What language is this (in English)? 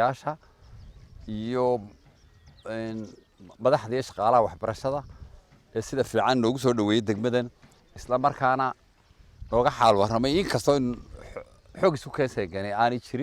Somali